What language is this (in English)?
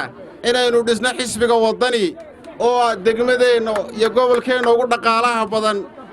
Somali